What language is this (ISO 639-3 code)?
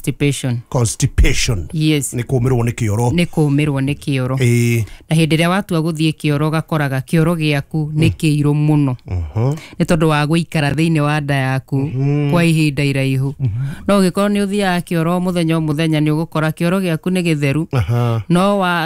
kik